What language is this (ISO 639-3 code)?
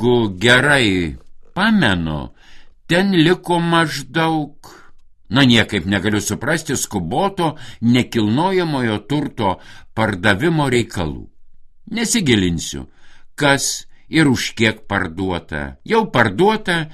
lit